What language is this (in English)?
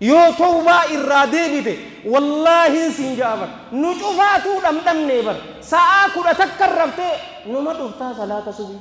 Oromo